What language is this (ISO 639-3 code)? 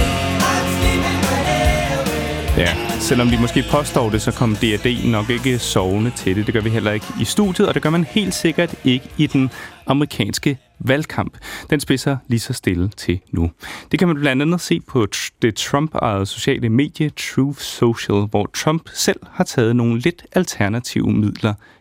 dan